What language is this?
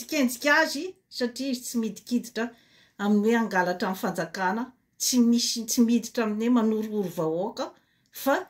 Malagasy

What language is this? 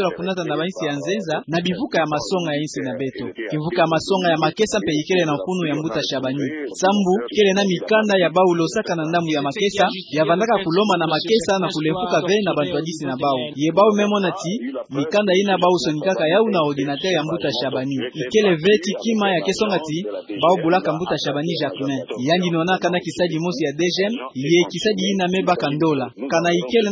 Kituba (Democratic Republic of Congo)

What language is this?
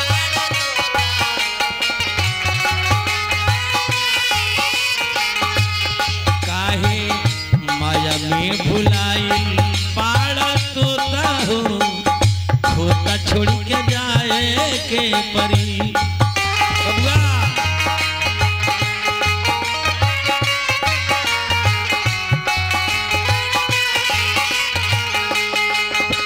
Bhojpuri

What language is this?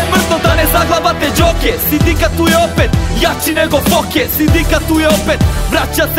Serbian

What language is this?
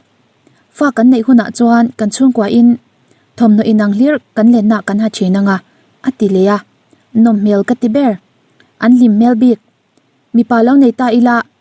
Mizo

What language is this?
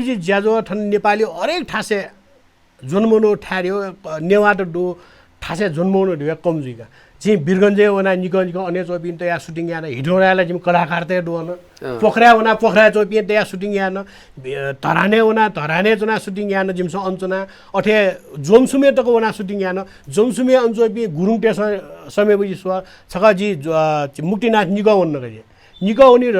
Newari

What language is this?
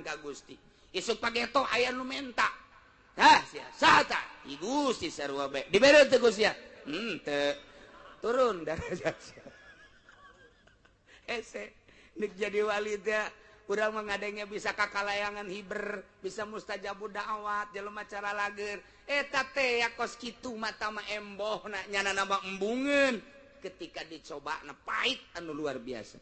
Sundanese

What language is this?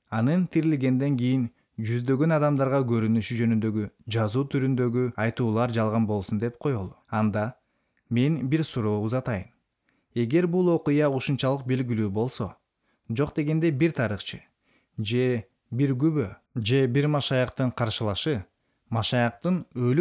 Kyrgyz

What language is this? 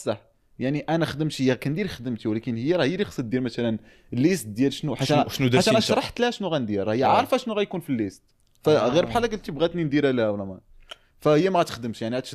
Moroccan Arabic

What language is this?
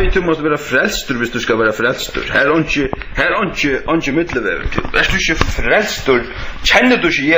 Faroese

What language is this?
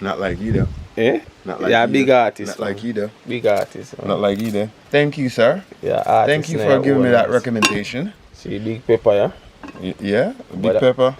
Jamaican Creole English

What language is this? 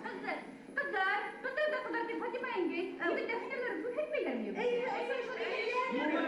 Bashkir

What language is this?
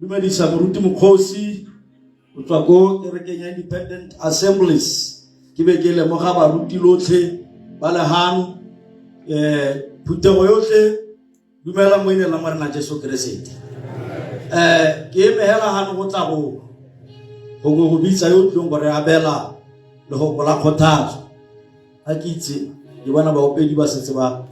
Tswana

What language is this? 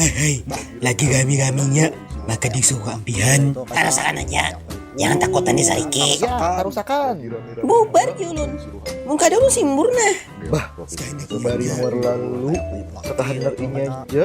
Banjar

